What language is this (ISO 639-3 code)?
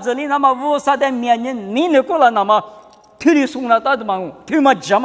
lis